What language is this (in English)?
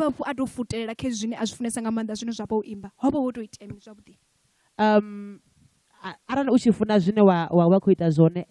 Venda